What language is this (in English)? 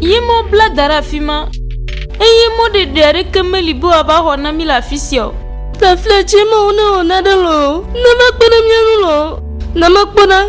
Ewe